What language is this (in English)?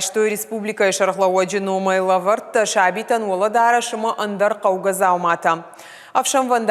Ossetic